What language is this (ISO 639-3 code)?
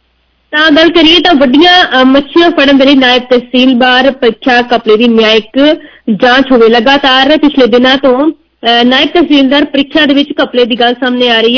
pan